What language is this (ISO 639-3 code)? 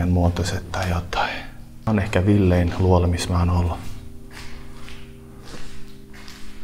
fin